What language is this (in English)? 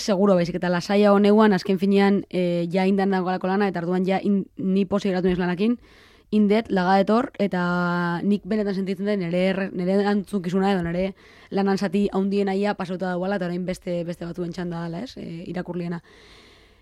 Basque